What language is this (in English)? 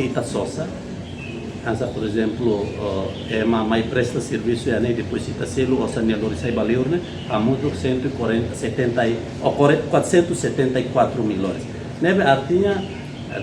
Tetum